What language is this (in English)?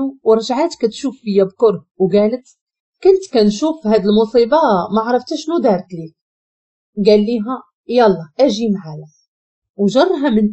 Moroccan Arabic